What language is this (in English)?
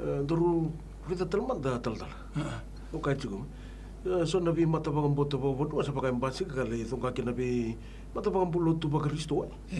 Fijian